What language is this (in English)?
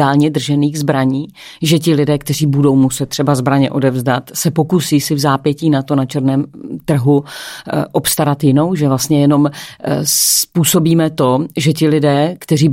Czech